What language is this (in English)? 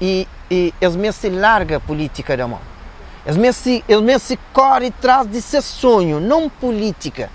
Kabuverdianu